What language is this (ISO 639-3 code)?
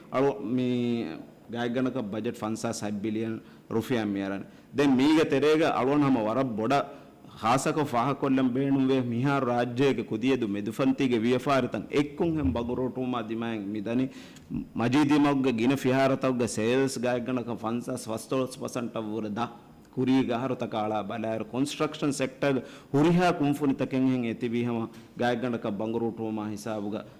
div